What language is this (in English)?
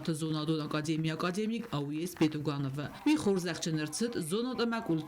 Ossetic